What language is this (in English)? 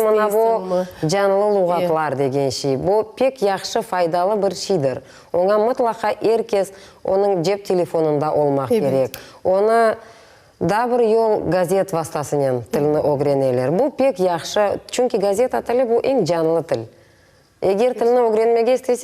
Crimean Tatar